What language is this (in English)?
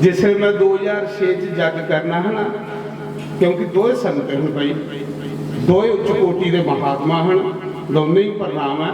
Dogri